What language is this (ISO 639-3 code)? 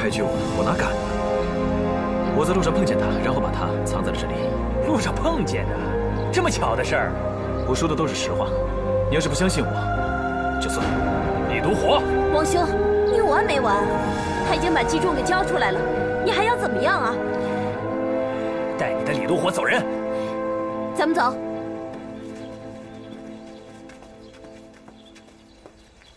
zho